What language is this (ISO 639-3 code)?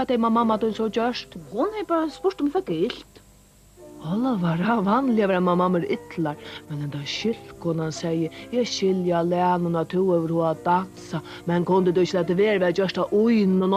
fao